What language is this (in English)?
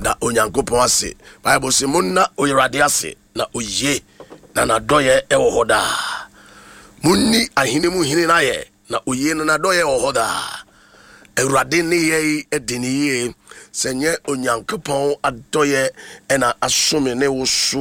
Akan